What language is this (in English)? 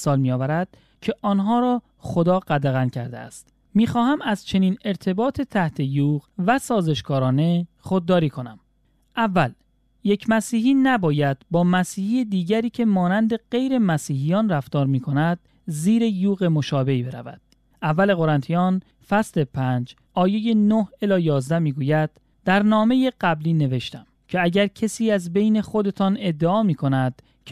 Persian